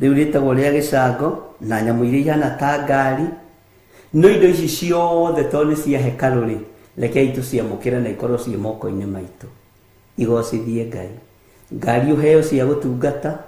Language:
Kikuyu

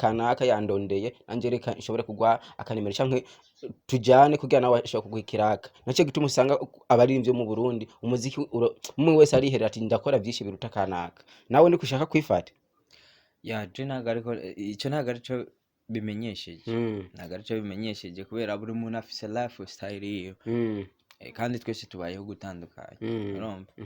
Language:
Rundi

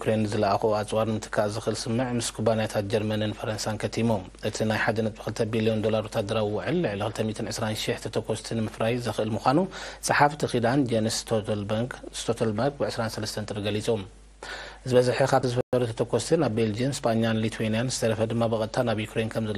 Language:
Tigrinya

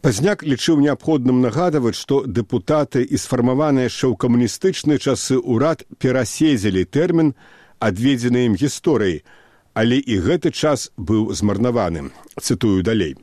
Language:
Belarusian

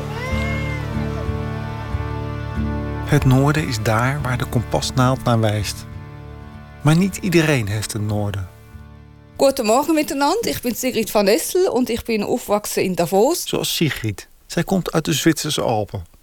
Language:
Dutch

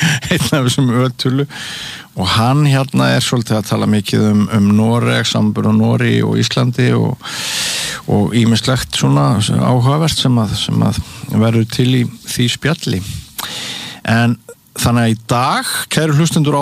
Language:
Icelandic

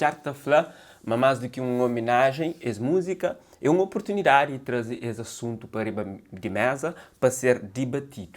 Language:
Kabuverdianu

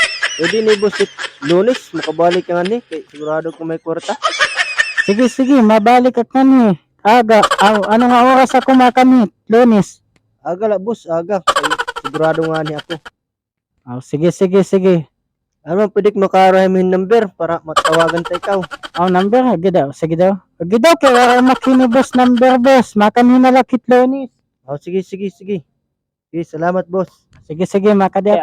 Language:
Waray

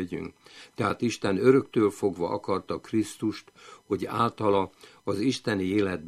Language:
Hungarian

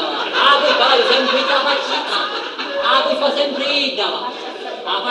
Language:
Sicilian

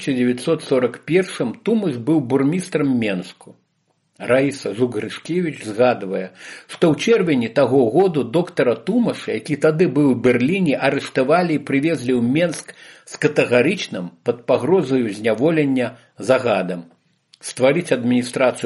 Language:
Belarusian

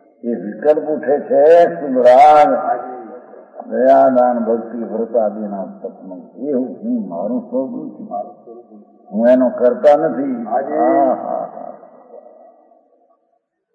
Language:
Gujarati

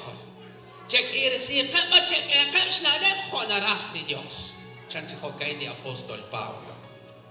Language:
Kekchí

